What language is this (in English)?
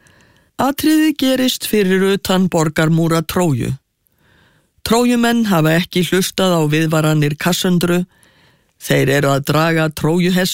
Icelandic